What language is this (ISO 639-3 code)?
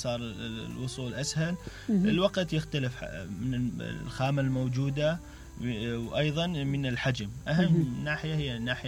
acm